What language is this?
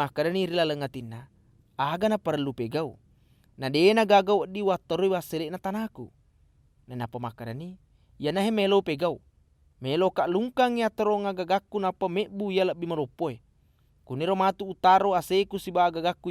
Buginese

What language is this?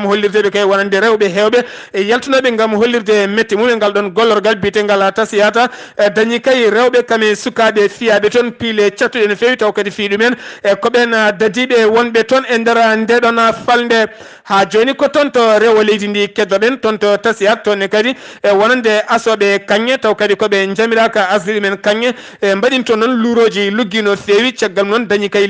Fula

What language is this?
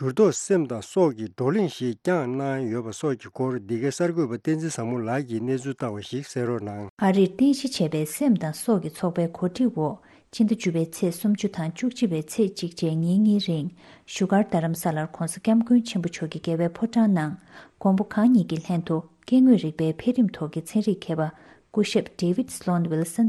Tibetan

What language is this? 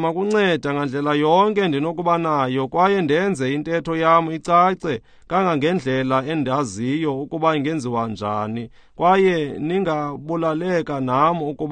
Xhosa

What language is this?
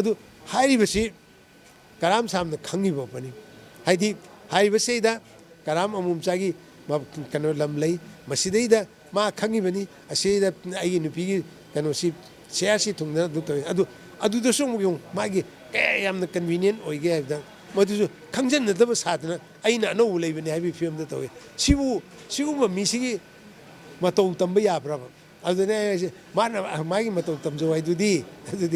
Manipuri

